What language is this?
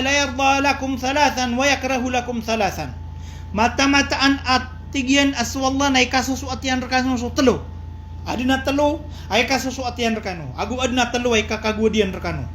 Maranao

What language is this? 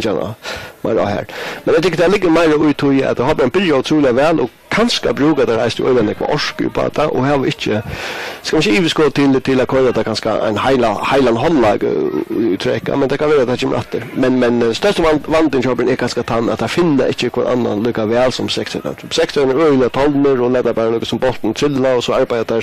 Faroese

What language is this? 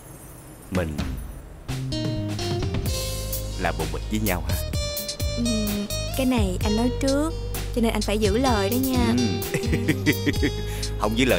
Vietnamese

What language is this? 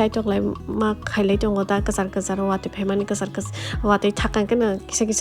Kok Borok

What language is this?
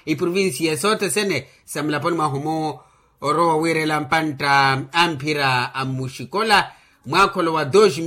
Makhuwa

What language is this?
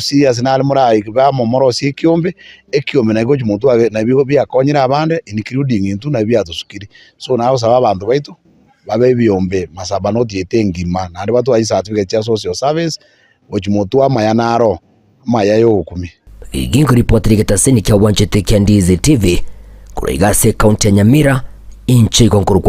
Gusii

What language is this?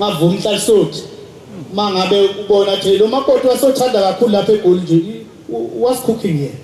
Zulu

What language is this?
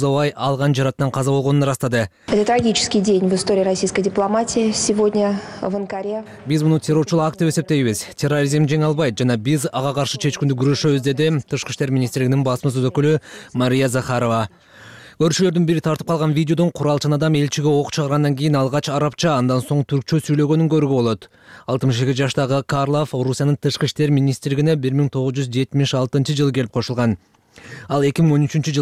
Kyrgyz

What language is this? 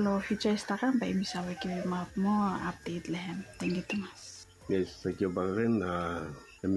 Bislama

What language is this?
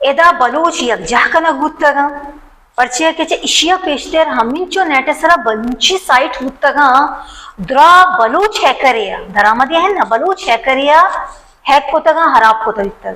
Baluchi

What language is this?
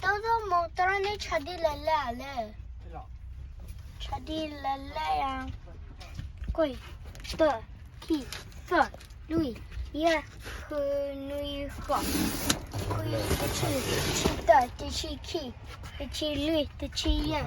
S'gaw Karen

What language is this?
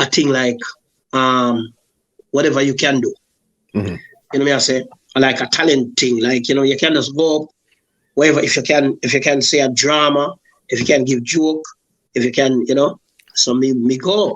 Jamaican Creole English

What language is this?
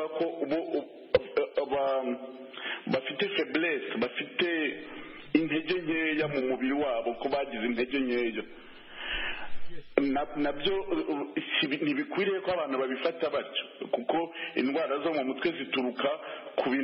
Kinyarwanda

